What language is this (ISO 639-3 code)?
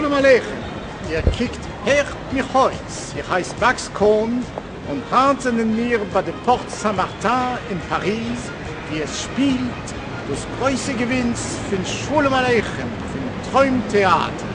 yid